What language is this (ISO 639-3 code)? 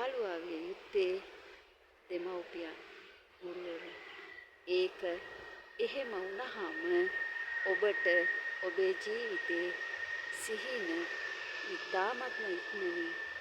sin